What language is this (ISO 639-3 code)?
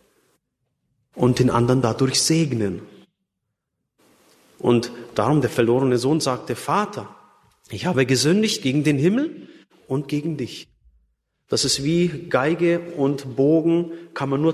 deu